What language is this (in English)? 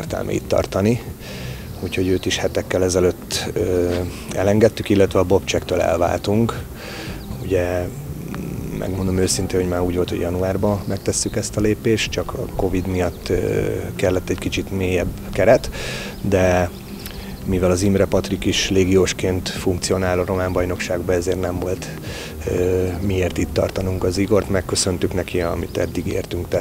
Hungarian